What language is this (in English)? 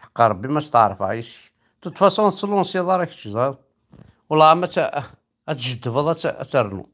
Kabyle